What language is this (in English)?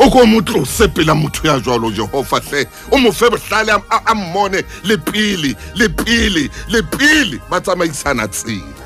Southern Sotho